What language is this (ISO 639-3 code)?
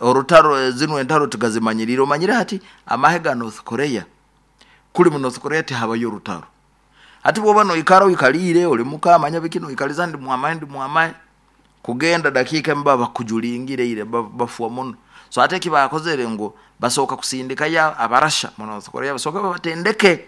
nyo